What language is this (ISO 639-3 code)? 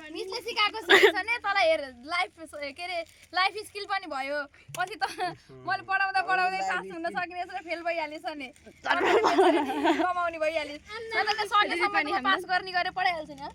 nep